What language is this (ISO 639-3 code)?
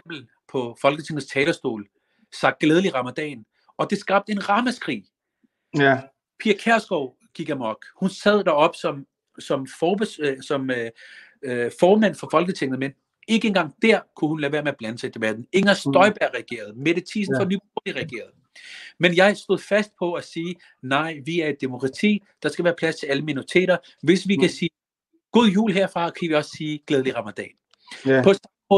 dan